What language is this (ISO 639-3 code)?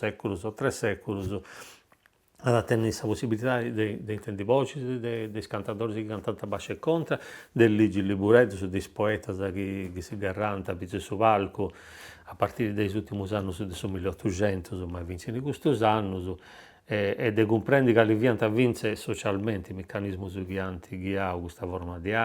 srd